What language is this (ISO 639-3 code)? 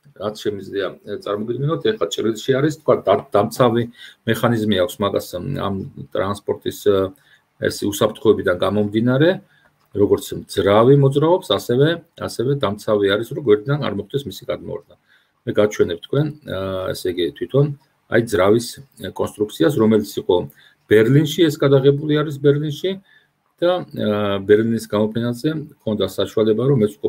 kat